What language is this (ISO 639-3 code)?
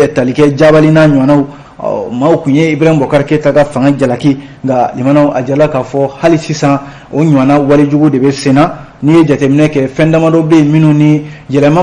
bam